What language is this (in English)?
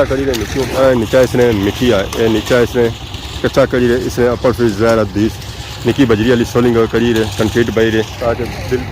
Pahari-Potwari